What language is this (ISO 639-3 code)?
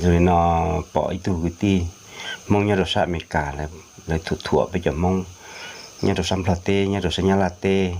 hmn